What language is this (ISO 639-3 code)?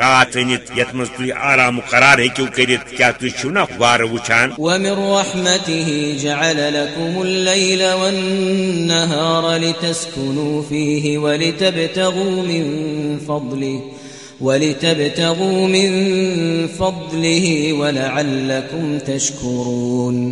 kas